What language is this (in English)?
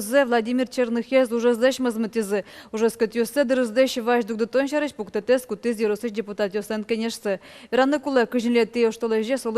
Udmurt